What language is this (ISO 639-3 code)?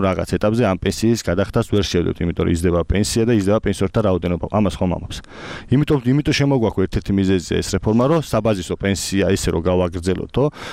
kat